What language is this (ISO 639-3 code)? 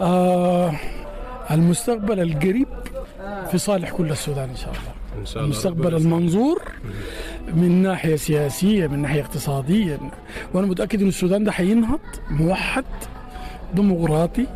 apd